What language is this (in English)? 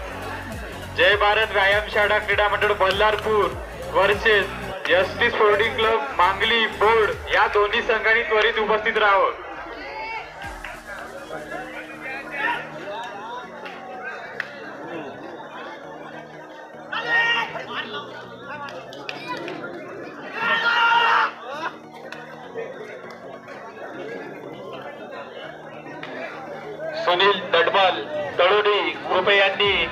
Marathi